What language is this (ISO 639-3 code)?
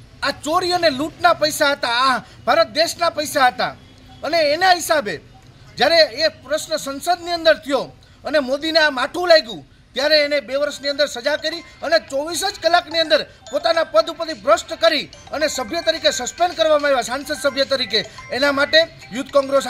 guj